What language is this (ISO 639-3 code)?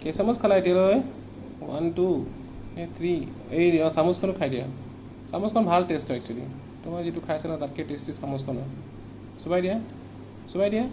asm